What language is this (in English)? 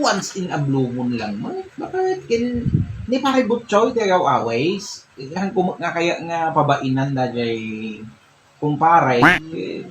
Iloko